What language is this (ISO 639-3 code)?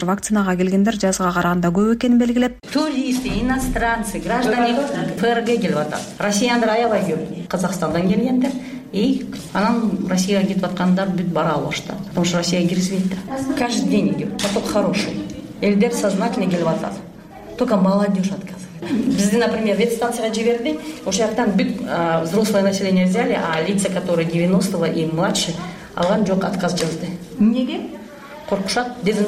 kir